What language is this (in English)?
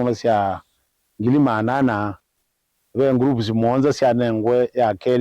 Kamba